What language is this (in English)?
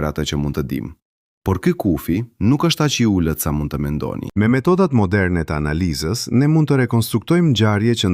Albanian